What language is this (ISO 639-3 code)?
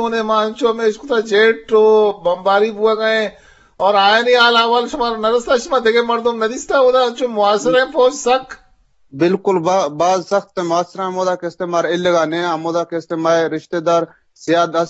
bgp